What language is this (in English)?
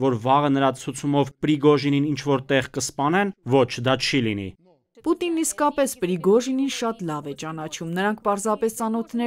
Armenian